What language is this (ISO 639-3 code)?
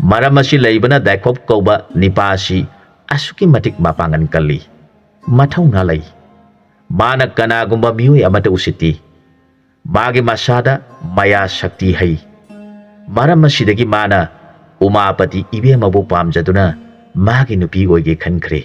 mni